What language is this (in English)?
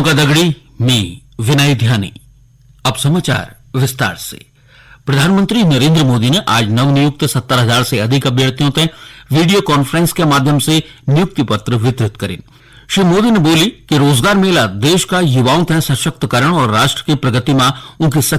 Garhwali